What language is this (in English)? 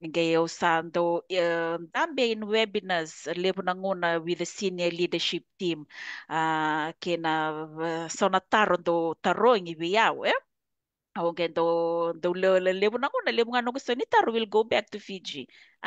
Fijian